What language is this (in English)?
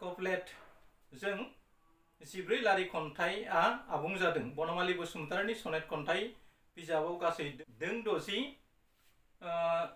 Bodo